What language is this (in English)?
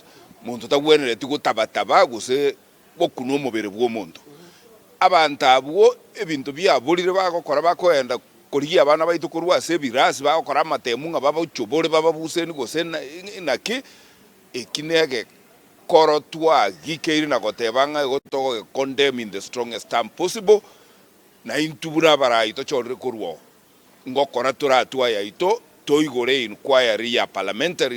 Gusii